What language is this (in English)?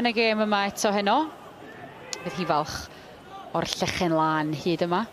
Welsh